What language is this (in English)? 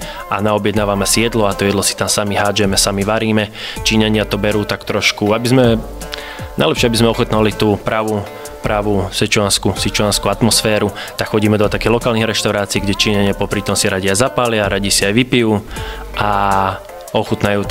Slovak